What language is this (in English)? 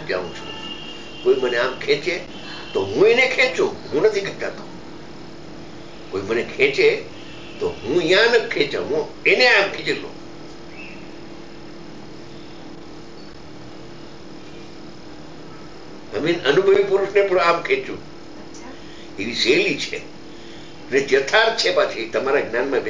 Gujarati